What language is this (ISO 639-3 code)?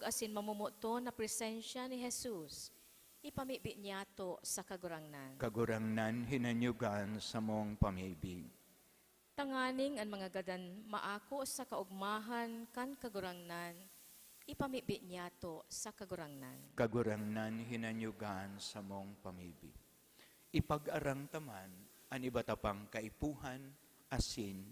bik